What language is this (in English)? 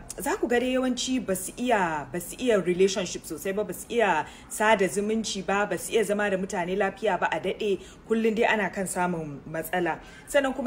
Hausa